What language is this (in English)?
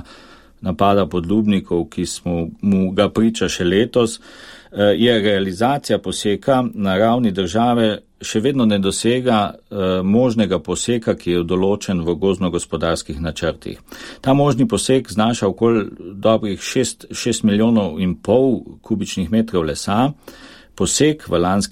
Slovenian